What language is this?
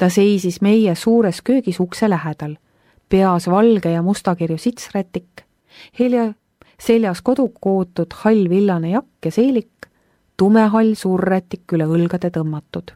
Estonian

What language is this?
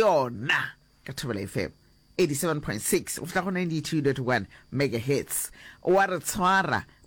Northern Sotho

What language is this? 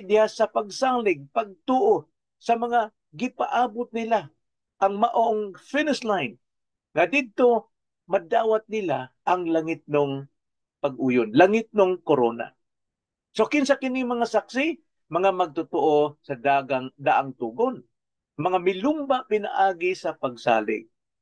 Cebuano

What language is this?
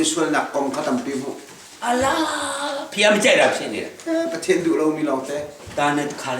Hakha Chin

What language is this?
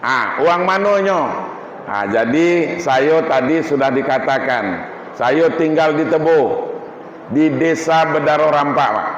Minangkabau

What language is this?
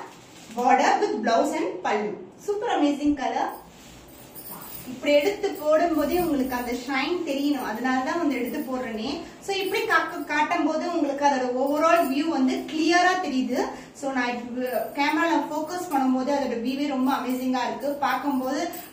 Tamil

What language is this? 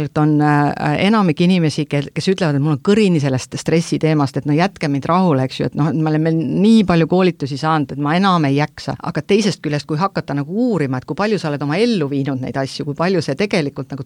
Estonian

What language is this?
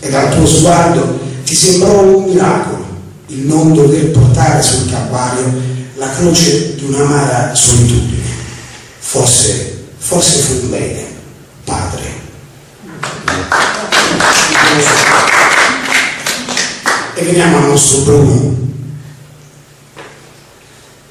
Italian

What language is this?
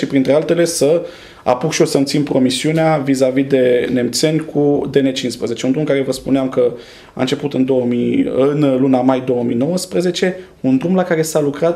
Romanian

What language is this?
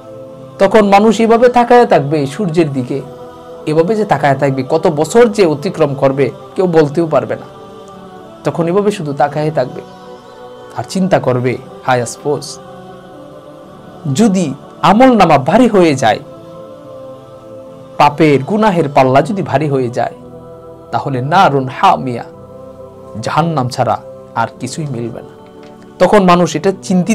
Bangla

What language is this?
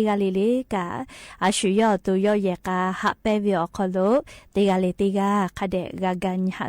Lahu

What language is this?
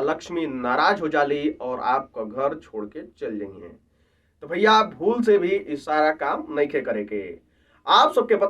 Bhojpuri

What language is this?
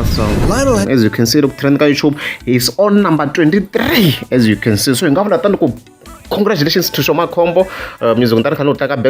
Tsonga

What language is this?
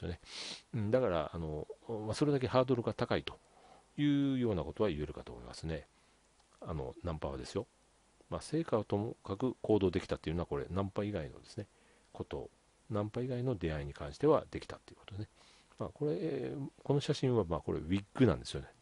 Japanese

